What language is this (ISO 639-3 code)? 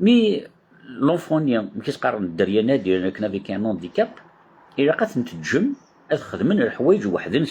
kab